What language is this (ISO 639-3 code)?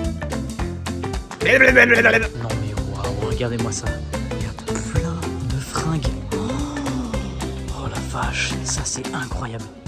fra